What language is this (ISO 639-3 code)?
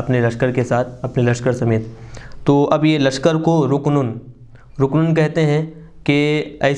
urd